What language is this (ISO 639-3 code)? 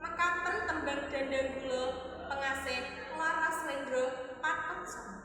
jav